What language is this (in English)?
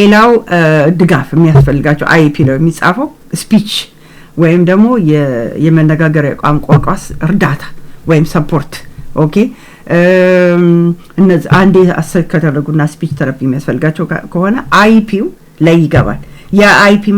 Amharic